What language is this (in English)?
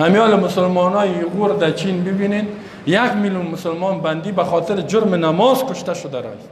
Persian